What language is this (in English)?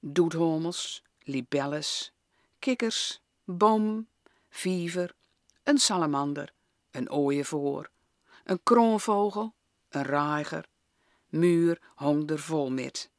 Gronings